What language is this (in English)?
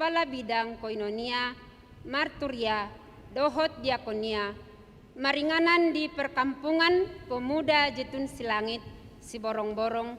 Batak Toba